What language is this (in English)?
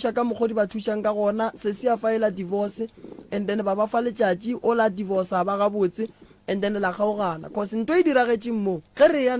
Northern Sotho